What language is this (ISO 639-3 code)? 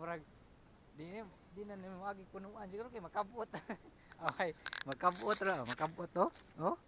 ceb